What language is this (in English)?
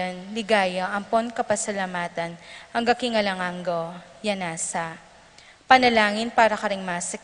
Pampanga